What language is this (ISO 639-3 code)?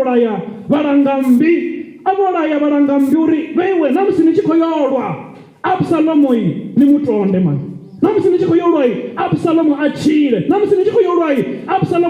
ven